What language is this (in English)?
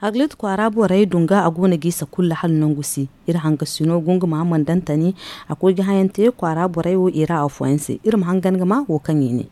Zarma